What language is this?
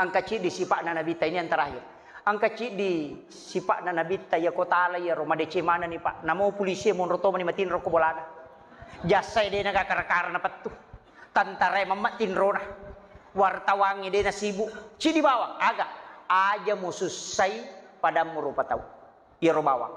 Buginese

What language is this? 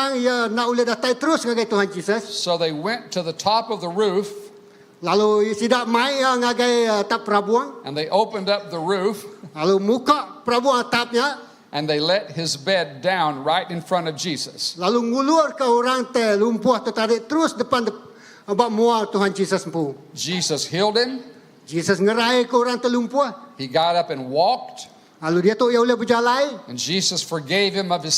Iban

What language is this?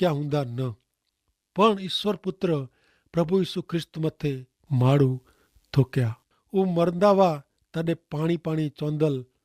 Kachhi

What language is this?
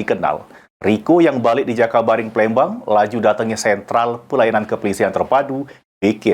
Musi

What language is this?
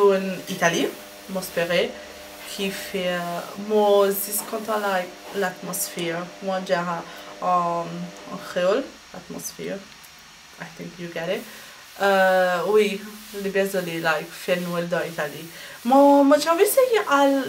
Morisyen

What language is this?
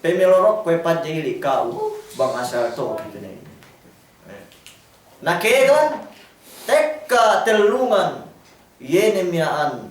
Yakan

